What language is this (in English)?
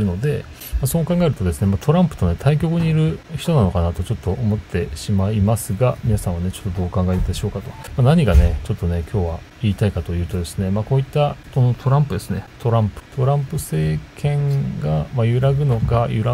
Japanese